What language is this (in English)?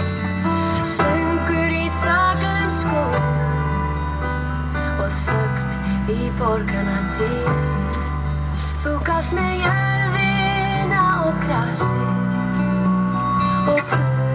Icelandic